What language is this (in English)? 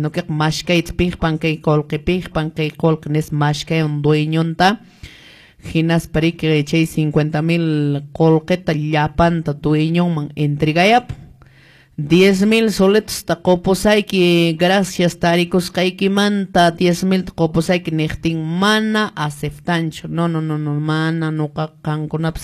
Quechua